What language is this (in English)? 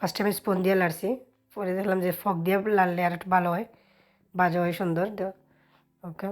Sylheti